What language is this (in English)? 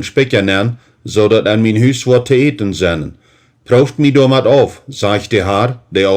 Plautdietsch